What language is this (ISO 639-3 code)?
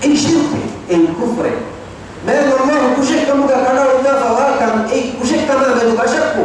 div